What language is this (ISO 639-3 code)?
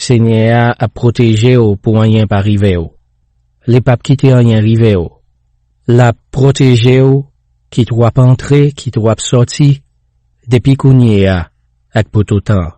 hat